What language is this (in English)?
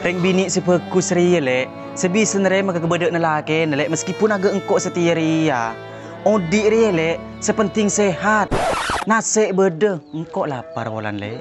Madurese